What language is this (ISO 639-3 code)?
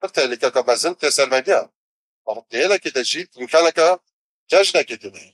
kur